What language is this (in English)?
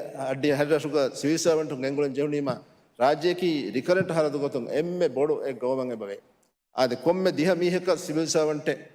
Divehi